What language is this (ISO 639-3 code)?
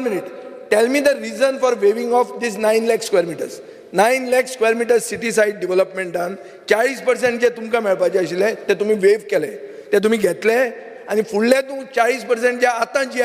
kok